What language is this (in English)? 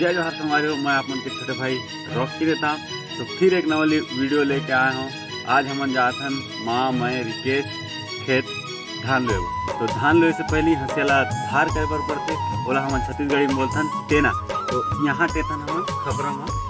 Chhattisgarhi